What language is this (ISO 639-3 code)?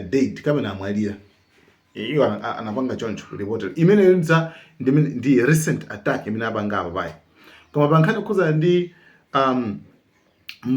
nya